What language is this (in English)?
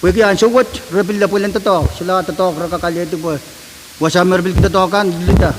Pohnpeian